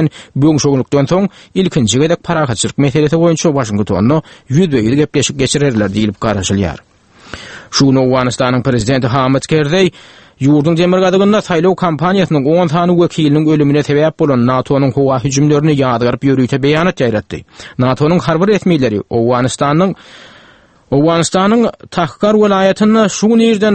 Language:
Turkmen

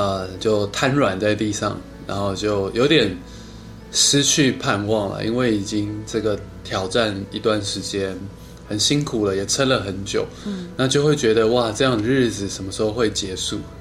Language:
Chinese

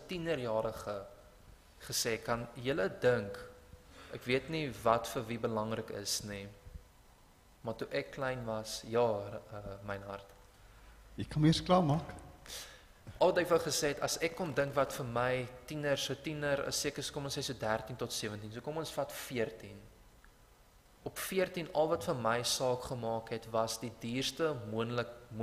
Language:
Afrikaans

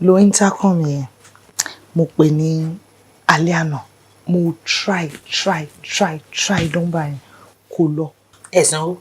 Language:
Yoruba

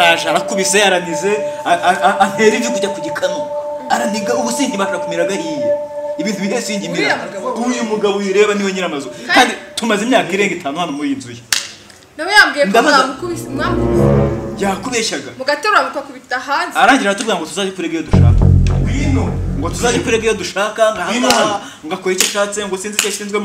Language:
Kinyarwanda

